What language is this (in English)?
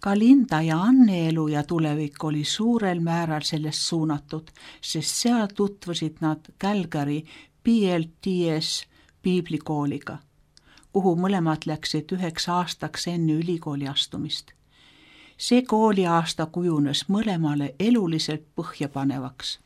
Estonian